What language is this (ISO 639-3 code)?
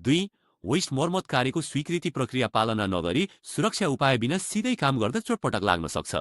nep